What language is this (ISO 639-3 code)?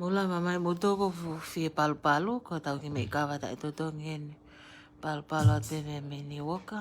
ton